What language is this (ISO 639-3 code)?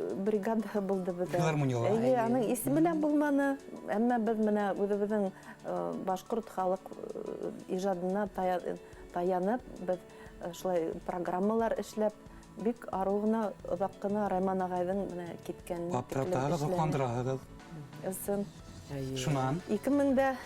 bak